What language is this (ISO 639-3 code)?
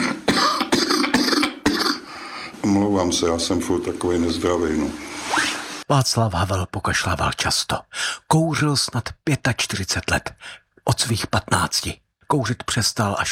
ces